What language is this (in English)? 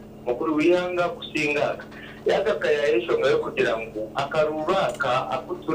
Nyankole